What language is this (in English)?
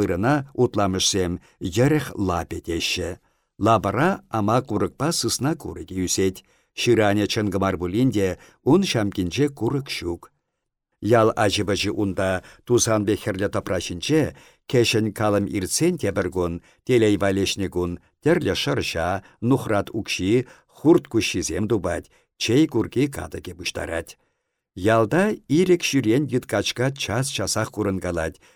Chuvash